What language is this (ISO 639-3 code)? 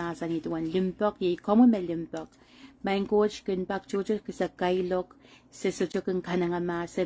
pon